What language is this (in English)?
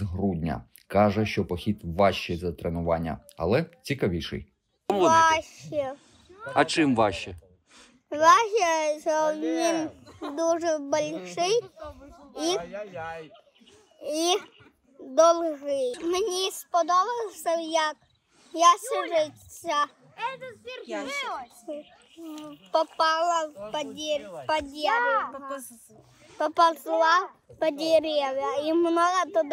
Ukrainian